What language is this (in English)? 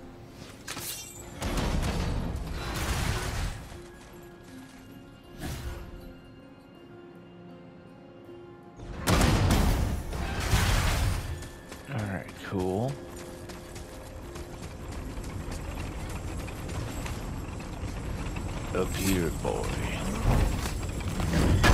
English